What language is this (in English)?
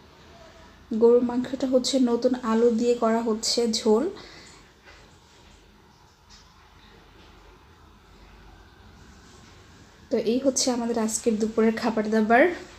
Bangla